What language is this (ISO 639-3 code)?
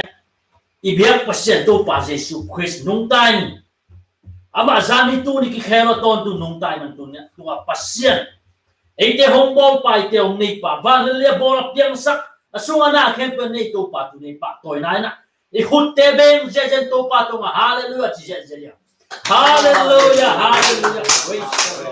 ctd